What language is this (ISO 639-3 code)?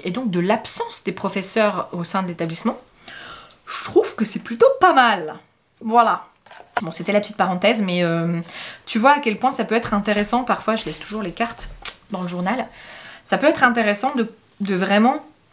fra